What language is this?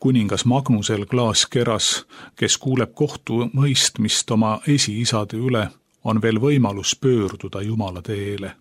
Estonian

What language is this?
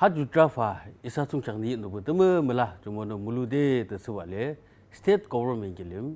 Yimchungru Naga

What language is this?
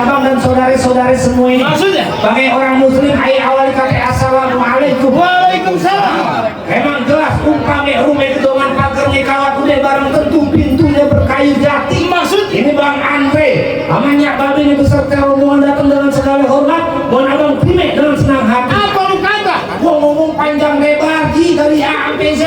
Betawi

